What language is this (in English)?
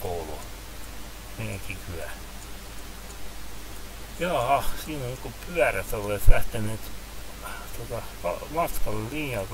Finnish